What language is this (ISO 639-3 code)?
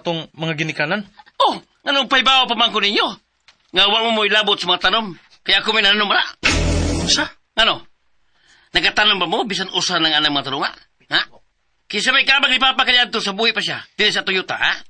ceb